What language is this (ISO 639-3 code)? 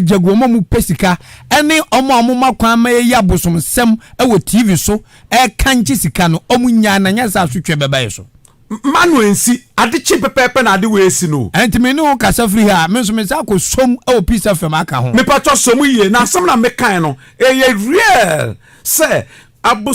aka